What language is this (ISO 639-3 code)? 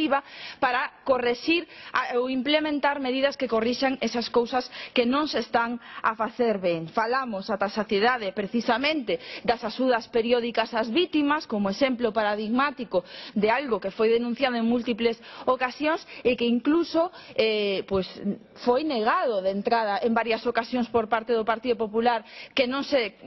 glg